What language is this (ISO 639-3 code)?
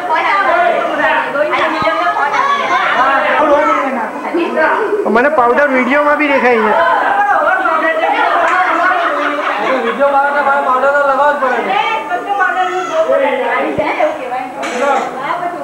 guj